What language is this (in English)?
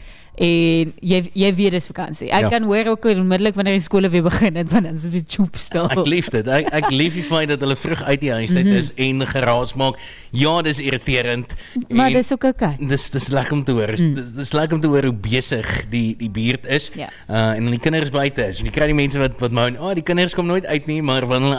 Afrikaans